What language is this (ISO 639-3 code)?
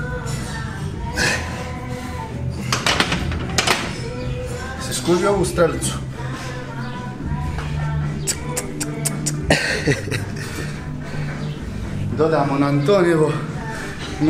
hrv